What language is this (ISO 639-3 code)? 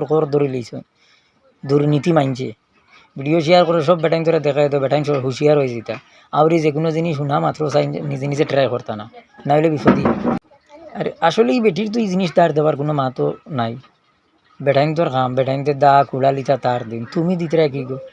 syl